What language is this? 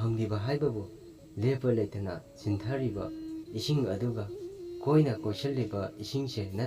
Manipuri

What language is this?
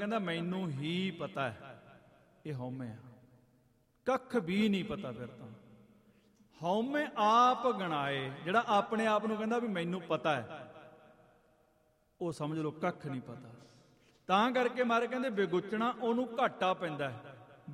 Punjabi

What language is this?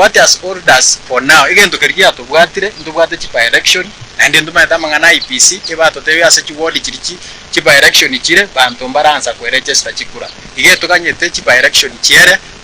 Gusii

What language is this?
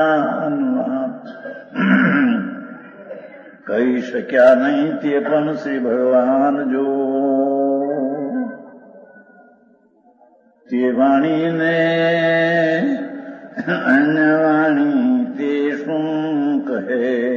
Gujarati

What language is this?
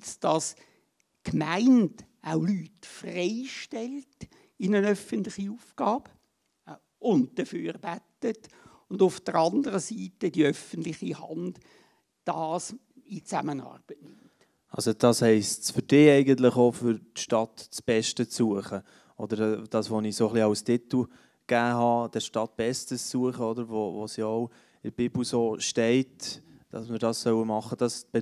Swiss German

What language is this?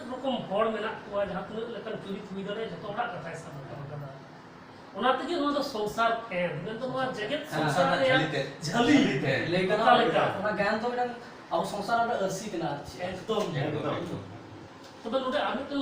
Santali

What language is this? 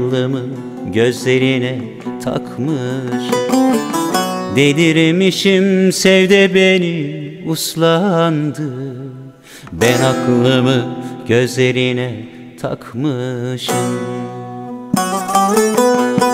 Turkish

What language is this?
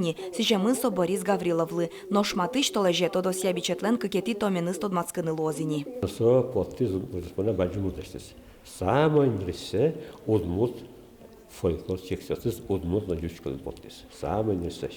Udmurt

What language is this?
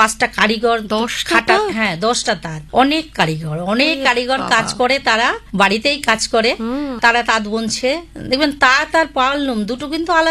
Bangla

